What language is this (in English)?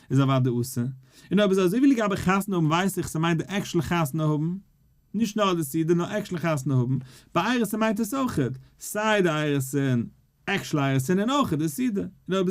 Yiddish